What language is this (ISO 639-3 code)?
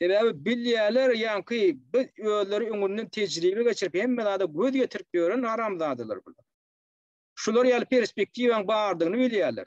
tuk